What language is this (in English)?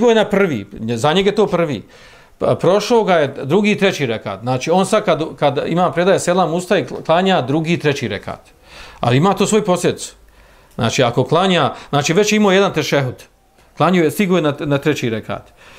Bosnian